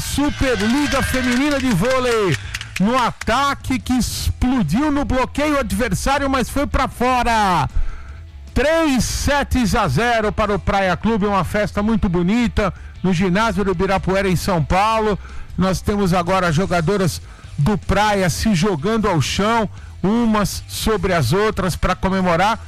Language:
Portuguese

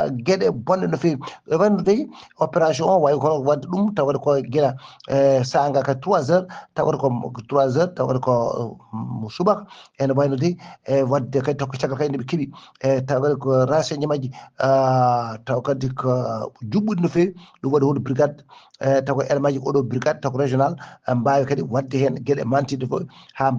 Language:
Fula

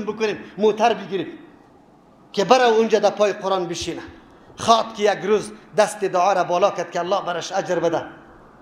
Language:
Persian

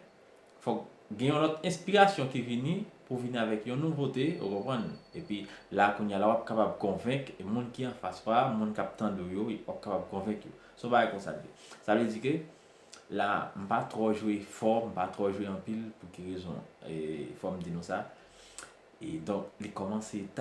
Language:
Haitian Creole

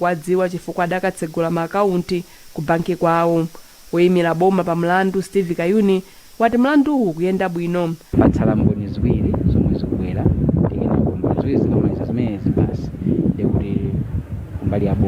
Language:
Nyanja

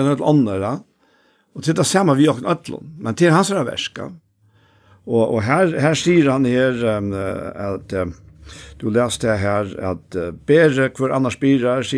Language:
Faroese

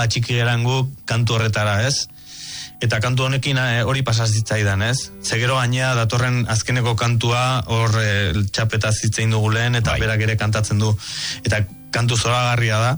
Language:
Basque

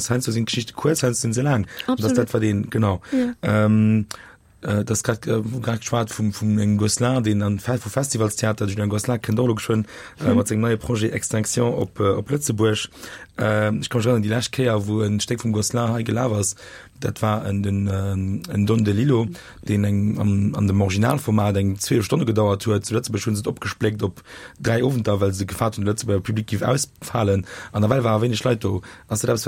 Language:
Luxembourgish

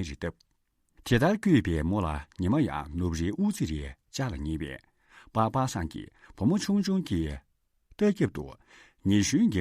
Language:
Tibetan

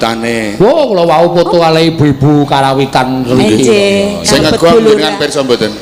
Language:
Javanese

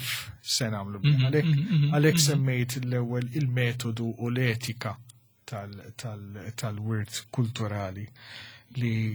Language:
Maltese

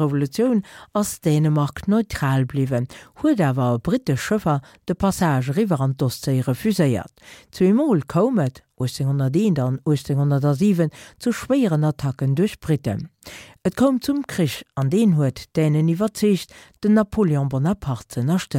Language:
Luxembourgish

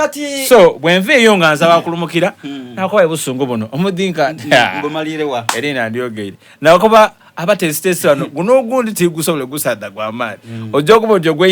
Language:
Soga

